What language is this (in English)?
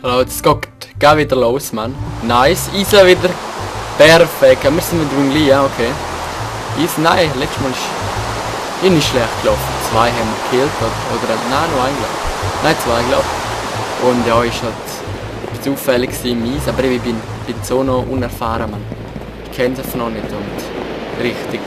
Swiss German